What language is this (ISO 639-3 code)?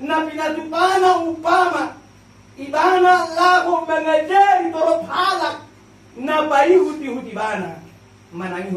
bbc